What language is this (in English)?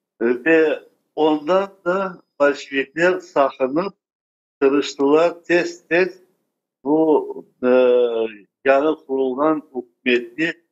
Crimean Tatar